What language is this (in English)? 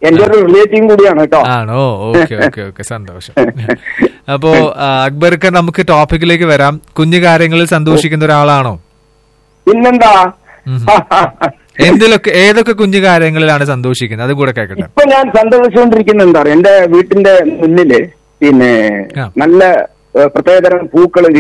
Malayalam